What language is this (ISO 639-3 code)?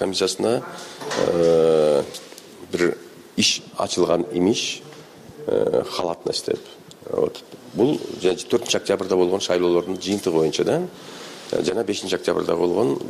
kir